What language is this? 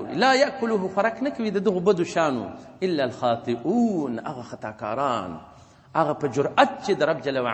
Pashto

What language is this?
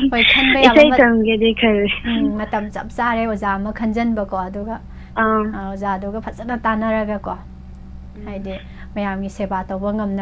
Manipuri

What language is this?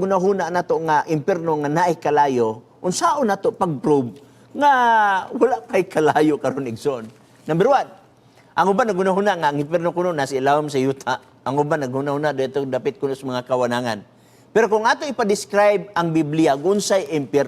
Cebuano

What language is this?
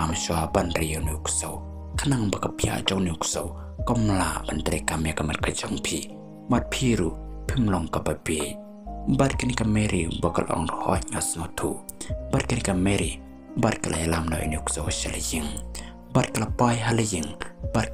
Khasi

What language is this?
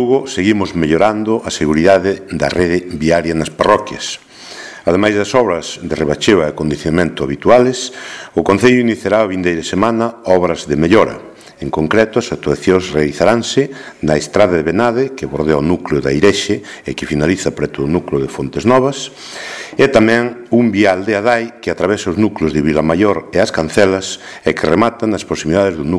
Galician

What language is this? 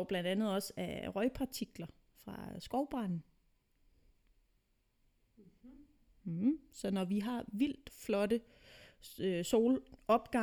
Danish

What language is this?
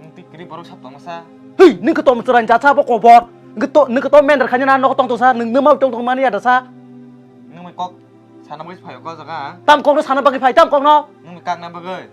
Kok Borok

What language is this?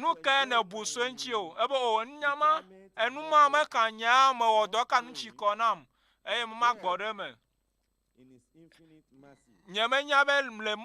Ewe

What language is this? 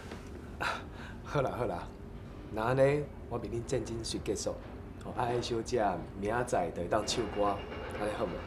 Min Nan Chinese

